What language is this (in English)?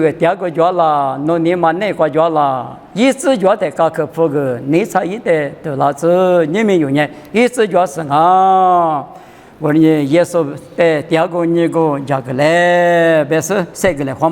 Lisu